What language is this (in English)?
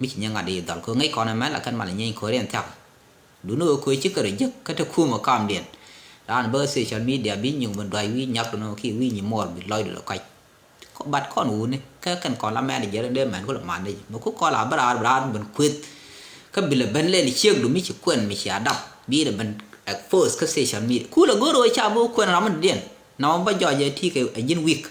Nuer